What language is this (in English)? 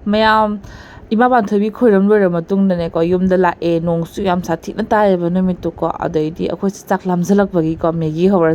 Manipuri